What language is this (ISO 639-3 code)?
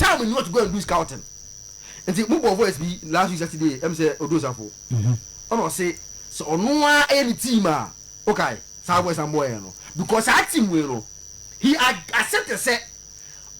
aka